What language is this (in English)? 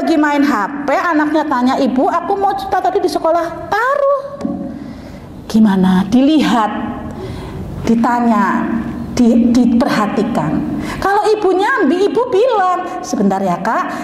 Indonesian